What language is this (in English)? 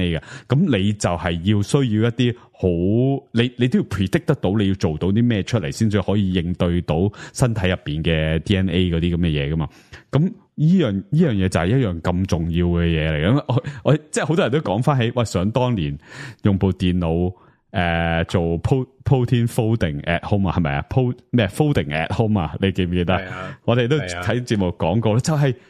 Cantonese